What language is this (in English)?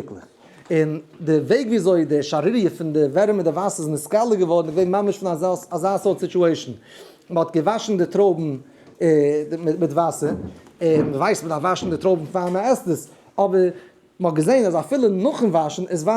Yiddish